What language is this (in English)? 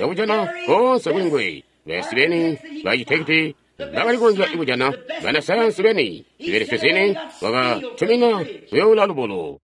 Tonga (Zambia)